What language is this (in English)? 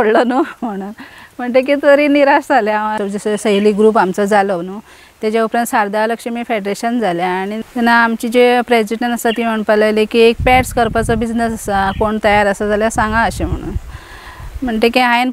Konkani